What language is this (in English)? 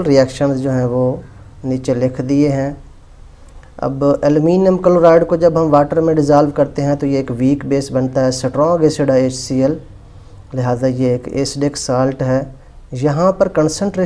Hindi